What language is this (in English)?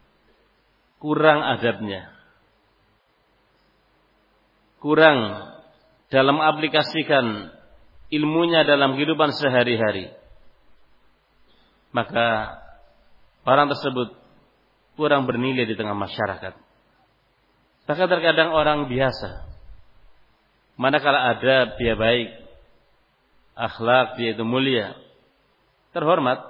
Indonesian